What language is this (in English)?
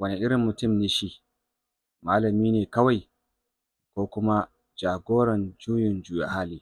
Hausa